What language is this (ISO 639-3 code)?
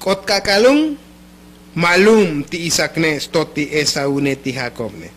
tzo